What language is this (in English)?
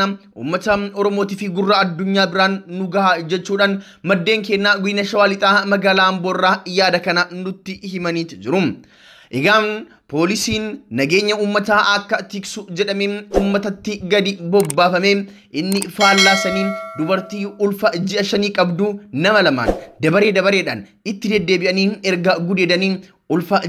Oromo